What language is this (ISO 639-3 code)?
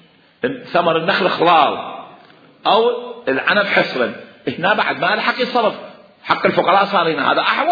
acm